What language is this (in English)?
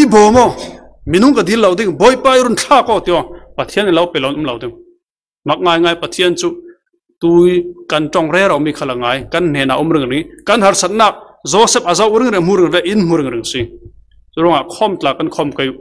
Falam Chin